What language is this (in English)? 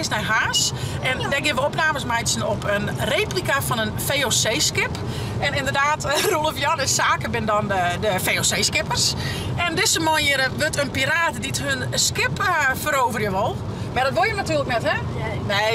Western Frisian